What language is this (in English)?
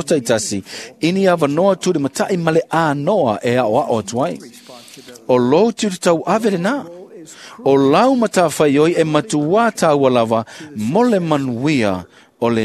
Samoan